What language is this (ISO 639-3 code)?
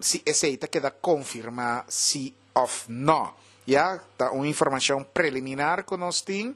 pap